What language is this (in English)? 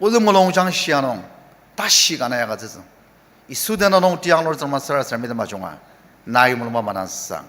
Ao Naga